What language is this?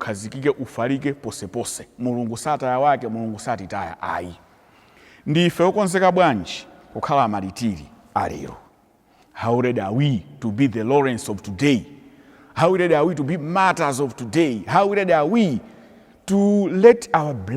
Nyanja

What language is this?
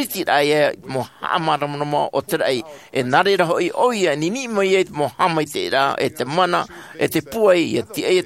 Tahitian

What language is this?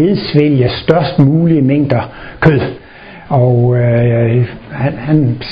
Danish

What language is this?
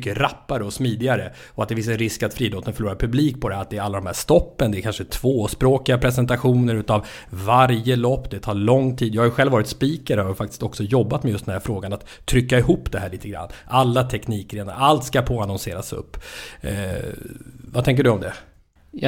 Swedish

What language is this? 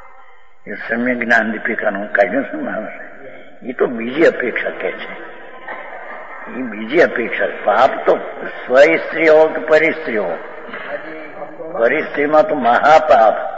Gujarati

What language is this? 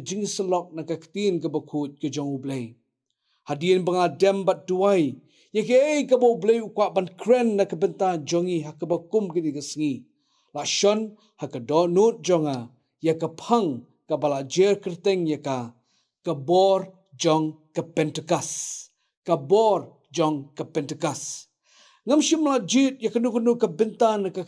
Khasi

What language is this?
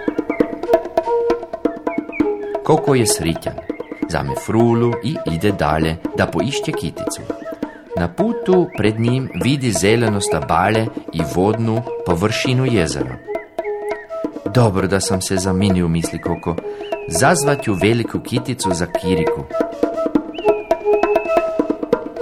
Croatian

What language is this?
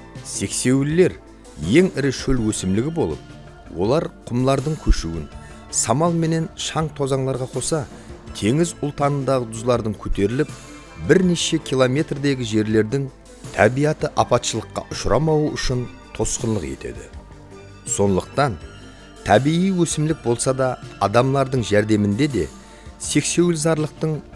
Kara-Kalpak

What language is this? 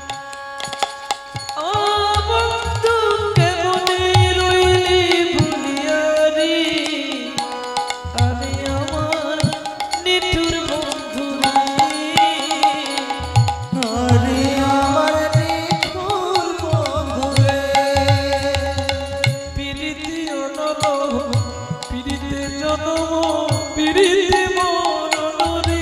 Bangla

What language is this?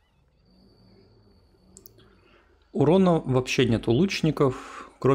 Russian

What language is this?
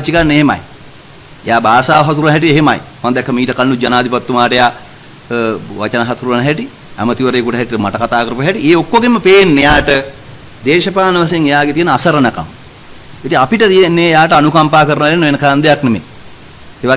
Sinhala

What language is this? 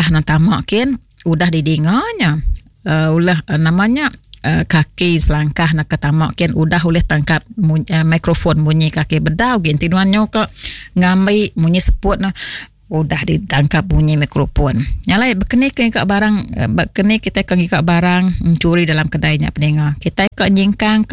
Iban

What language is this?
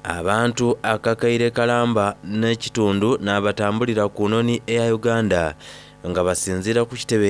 Soga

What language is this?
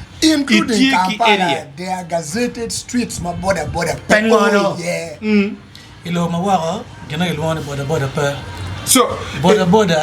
Acoli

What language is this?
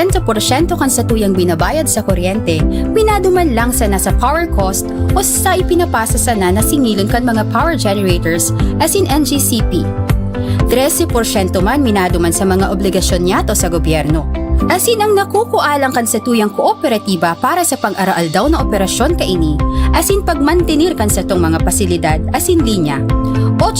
Bikol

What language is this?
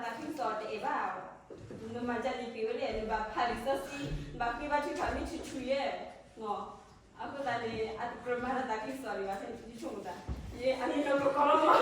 S'gaw Karen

